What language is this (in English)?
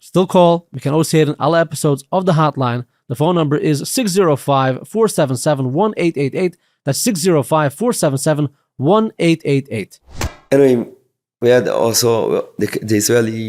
Yiddish